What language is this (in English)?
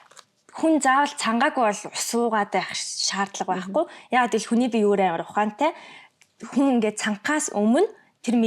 Mongolian